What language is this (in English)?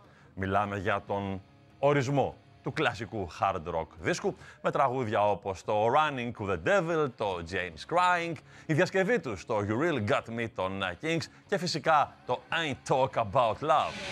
Greek